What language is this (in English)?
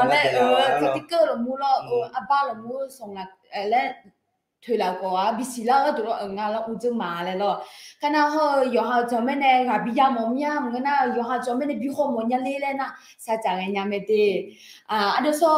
Akha